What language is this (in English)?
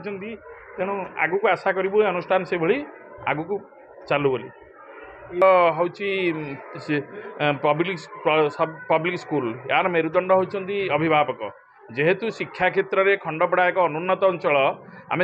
Odia